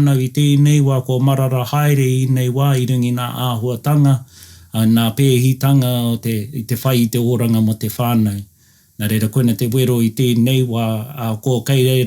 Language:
Māori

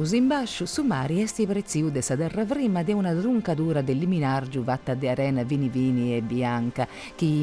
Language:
Sardinian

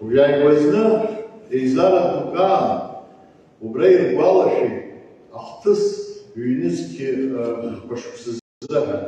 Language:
Abkhazian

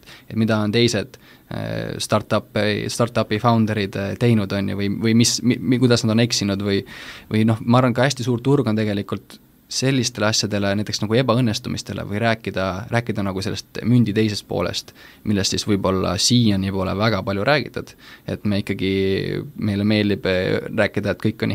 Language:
Estonian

